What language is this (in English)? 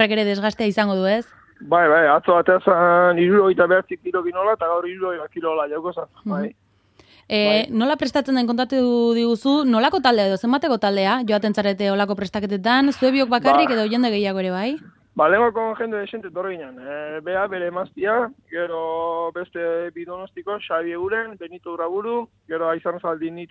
Basque